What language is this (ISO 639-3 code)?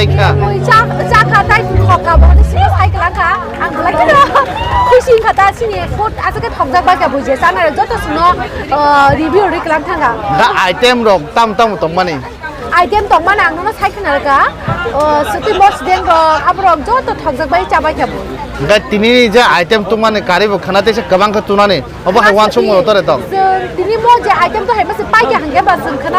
trp